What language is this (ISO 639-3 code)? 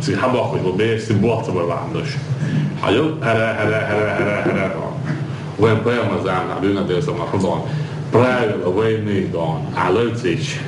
che